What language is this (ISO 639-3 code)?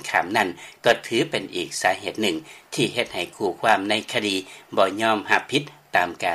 lao